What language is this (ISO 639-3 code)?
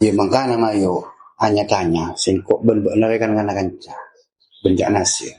mad